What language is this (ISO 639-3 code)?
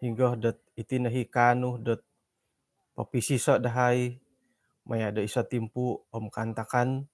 dtp